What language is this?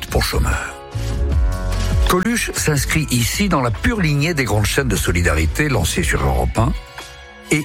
French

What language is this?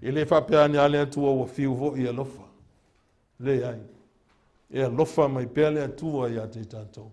Samoan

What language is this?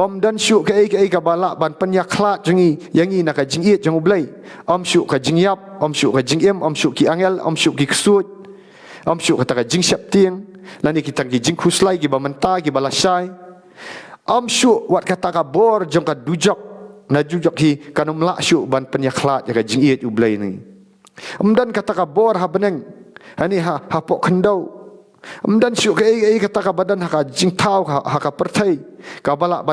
Khasi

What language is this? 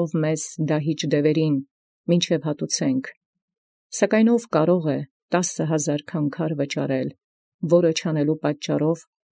Armenian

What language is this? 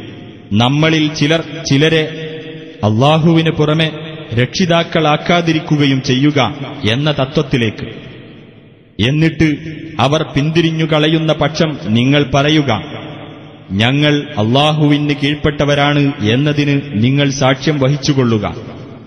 Malayalam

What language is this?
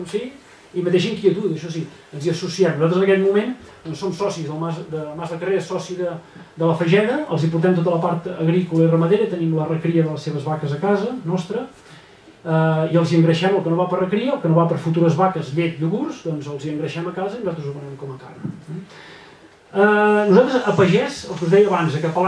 Catalan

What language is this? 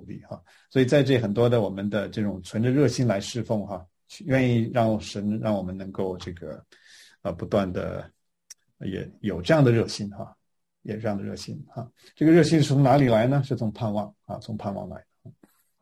Chinese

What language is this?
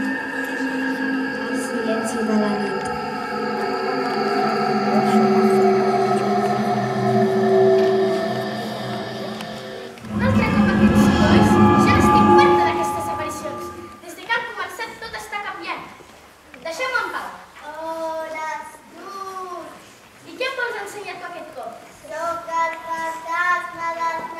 Catalan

